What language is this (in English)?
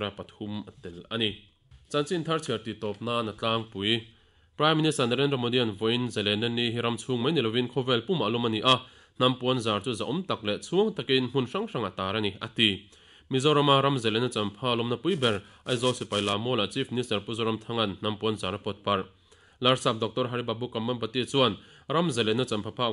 Mizo